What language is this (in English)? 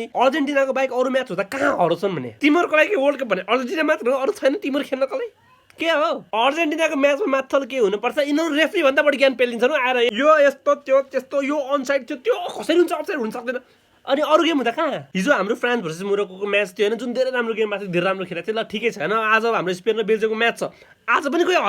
Nepali